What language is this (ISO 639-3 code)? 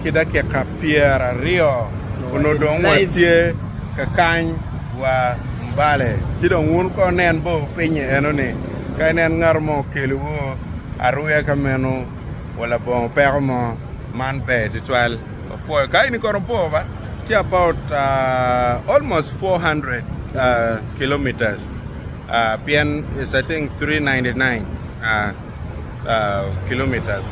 ach